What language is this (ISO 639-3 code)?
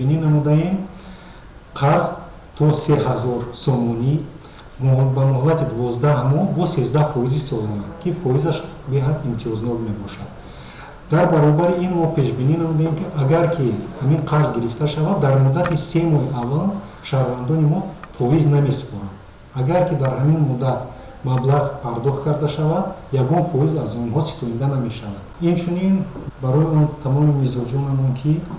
tgk